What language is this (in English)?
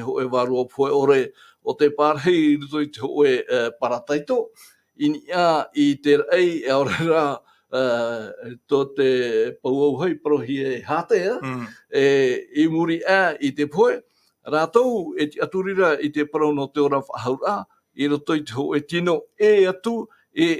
Tahitian